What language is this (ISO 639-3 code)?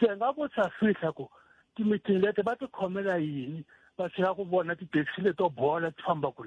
tso